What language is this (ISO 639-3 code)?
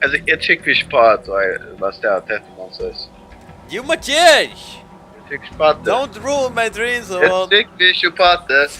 fao